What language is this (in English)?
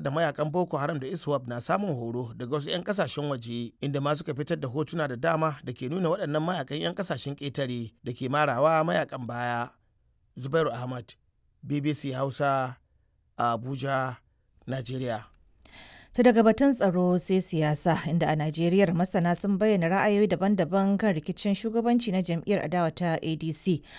Hausa